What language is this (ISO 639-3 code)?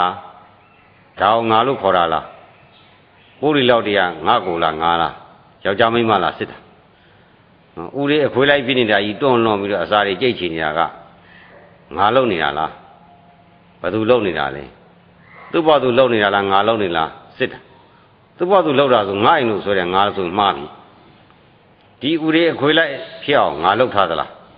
mya